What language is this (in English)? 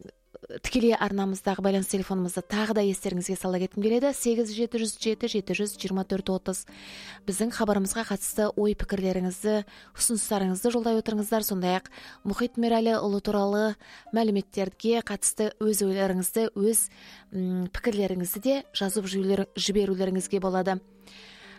Kazakh